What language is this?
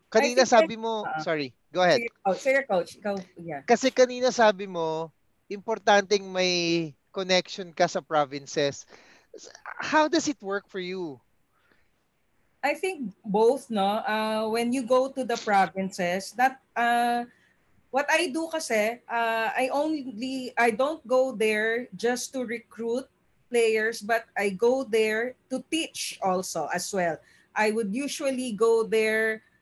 Filipino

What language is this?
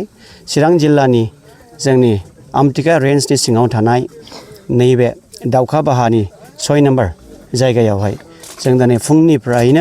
Bodo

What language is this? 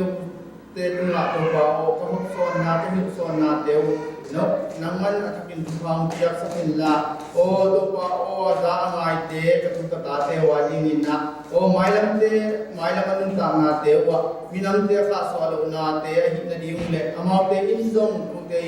Tedim Chin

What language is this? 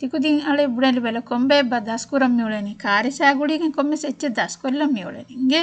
Divehi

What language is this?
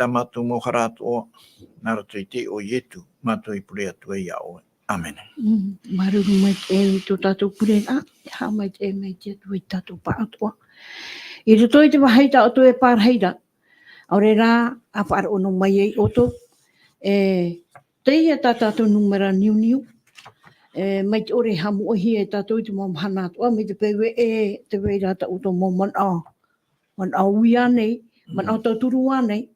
Tahitian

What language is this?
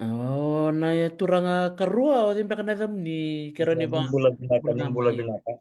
Fijian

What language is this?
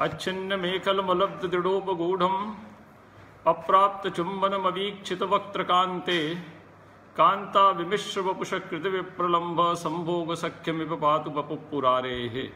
Sanskrit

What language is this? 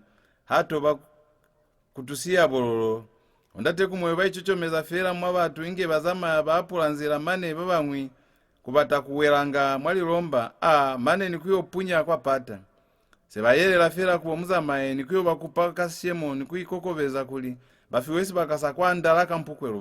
Lozi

